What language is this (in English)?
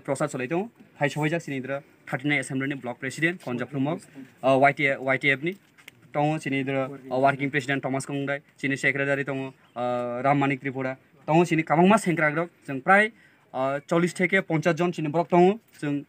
Kok Borok